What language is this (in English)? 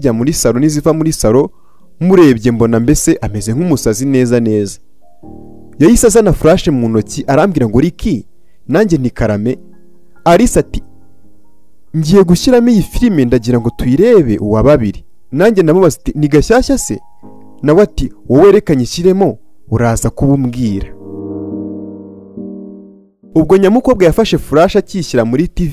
Kinyarwanda